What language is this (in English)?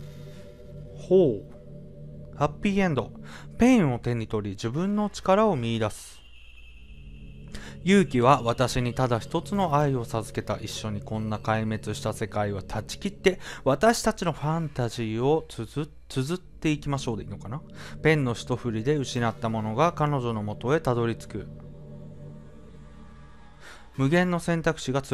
Japanese